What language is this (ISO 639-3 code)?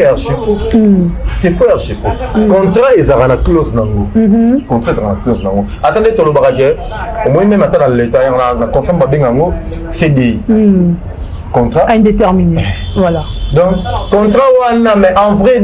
lin